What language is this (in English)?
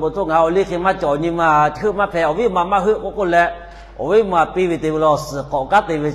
Lahu